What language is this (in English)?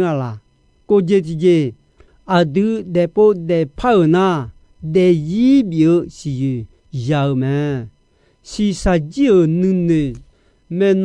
Akha